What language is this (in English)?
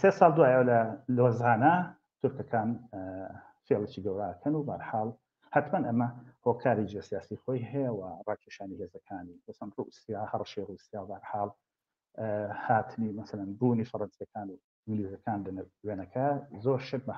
Central Kurdish